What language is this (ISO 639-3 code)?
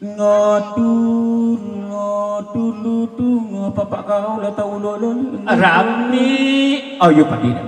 min